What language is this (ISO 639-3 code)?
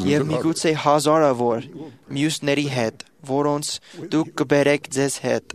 hye